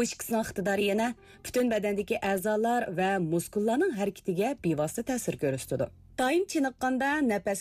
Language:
Uyghur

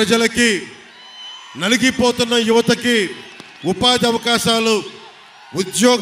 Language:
Telugu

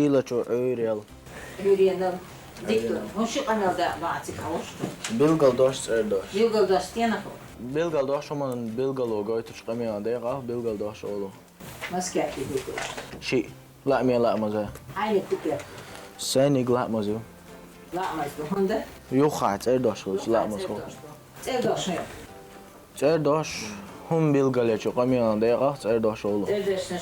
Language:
Chechen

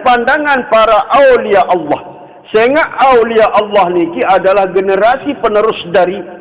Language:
Sasak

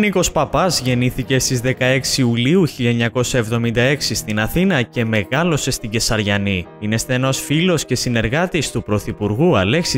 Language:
Greek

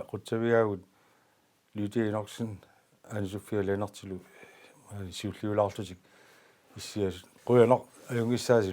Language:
Kalaallisut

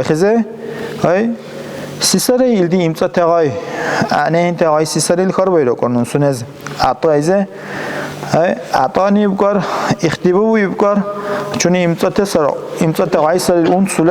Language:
Dargwa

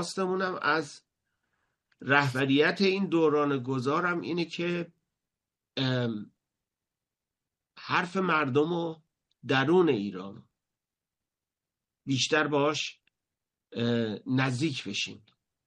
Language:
Persian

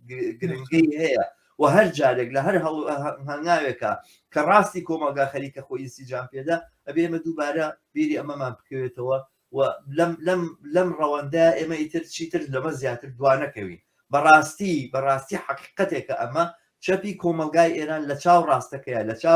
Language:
Central Kurdish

